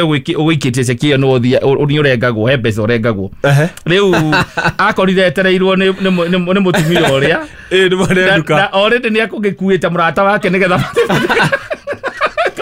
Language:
Kikuyu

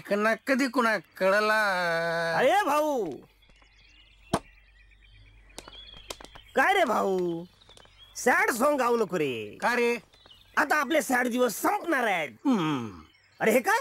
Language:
Marathi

